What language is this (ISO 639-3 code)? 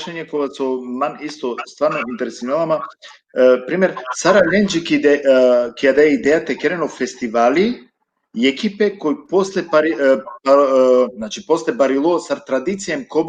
rmn